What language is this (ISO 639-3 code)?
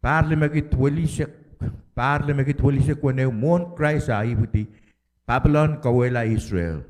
pon